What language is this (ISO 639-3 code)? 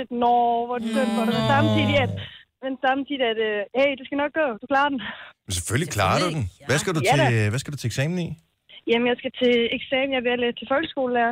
dan